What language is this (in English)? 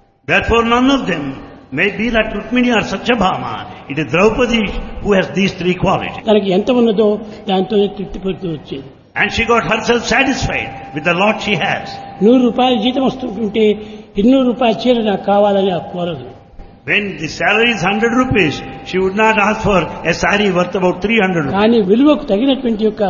Telugu